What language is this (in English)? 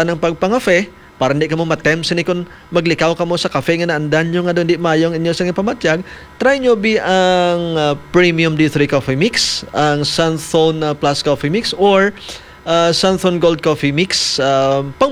Hiligaynon